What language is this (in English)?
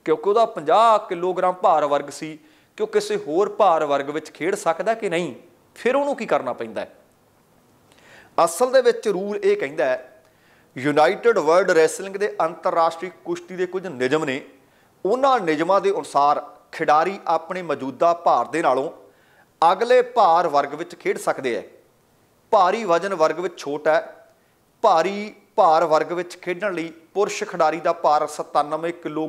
Punjabi